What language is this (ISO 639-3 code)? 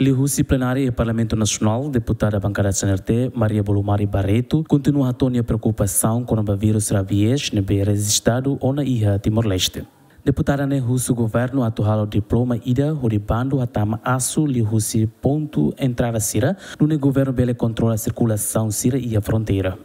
tet